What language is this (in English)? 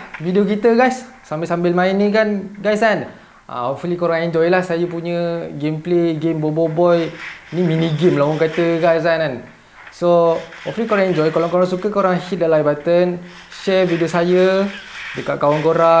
Malay